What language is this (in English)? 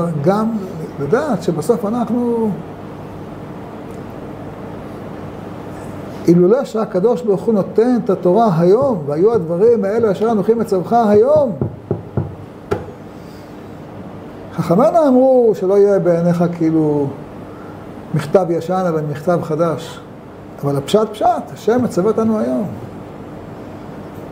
Hebrew